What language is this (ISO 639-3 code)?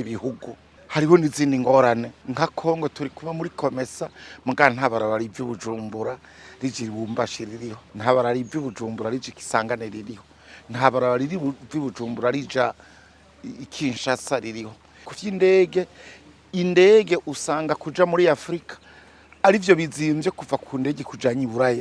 run